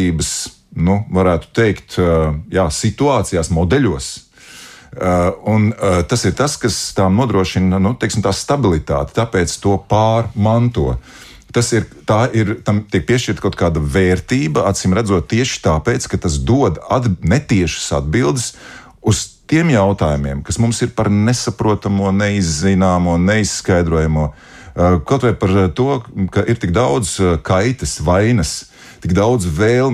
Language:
Latvian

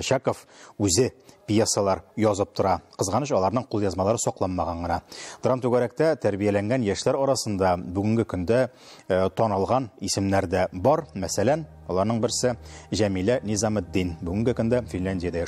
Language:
Tatar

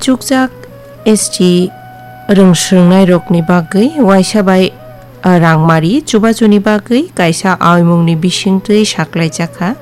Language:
Kok Borok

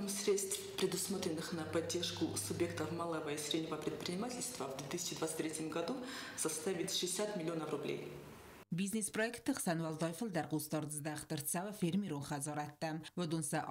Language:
Ossetic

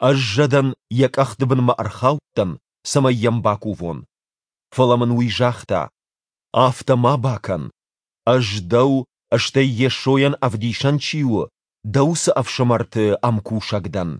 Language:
Ossetic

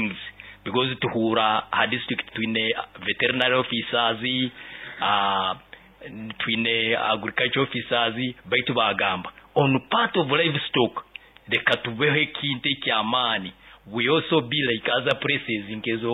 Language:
Nyoro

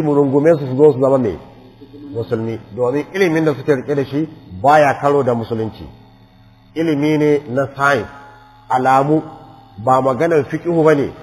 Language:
Hausa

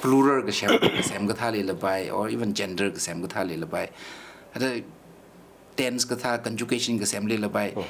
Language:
Tangkhul Naga (India)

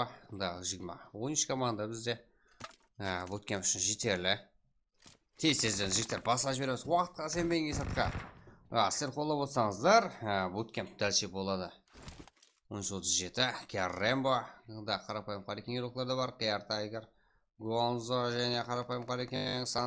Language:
Kara-Kalpak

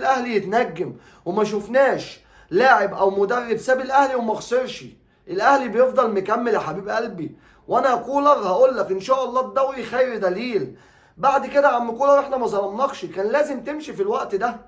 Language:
Egyptian Arabic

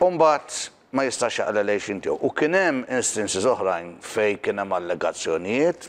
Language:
Maltese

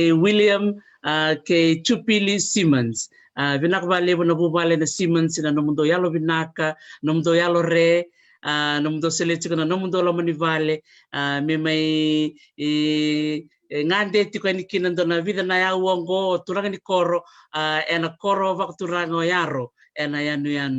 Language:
Fijian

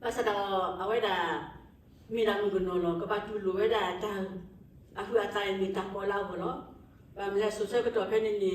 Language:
S'gaw Karen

